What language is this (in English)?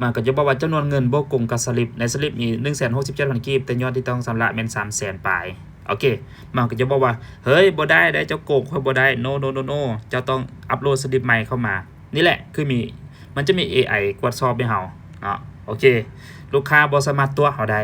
Lao